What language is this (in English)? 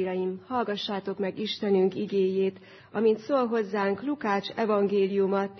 Hungarian